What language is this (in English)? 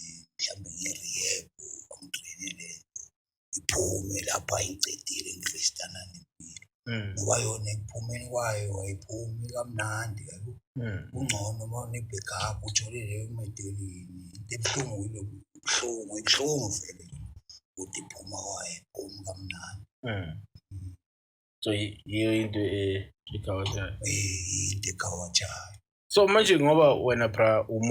Zulu